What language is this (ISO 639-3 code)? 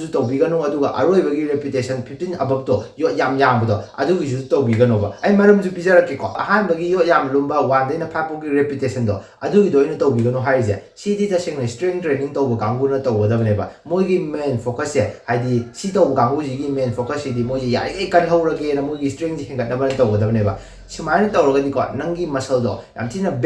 mni